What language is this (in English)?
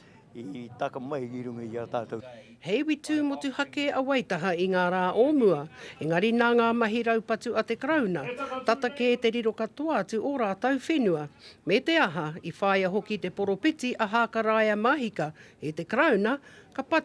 Māori